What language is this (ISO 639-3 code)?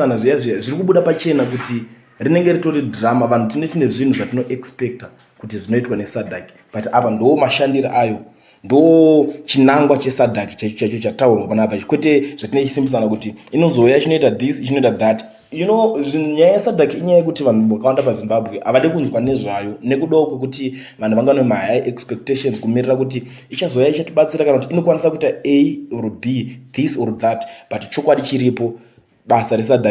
sna